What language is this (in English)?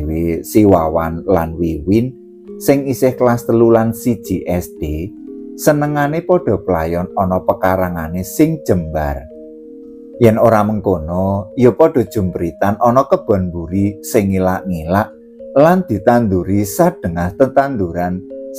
Javanese